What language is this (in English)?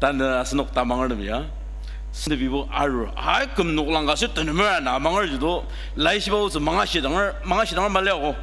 Ao Naga